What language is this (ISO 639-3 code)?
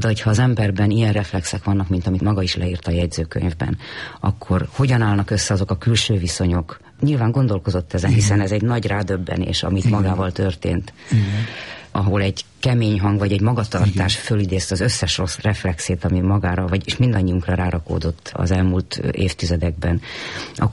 hun